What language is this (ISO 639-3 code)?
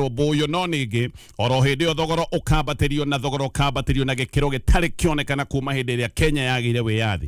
kik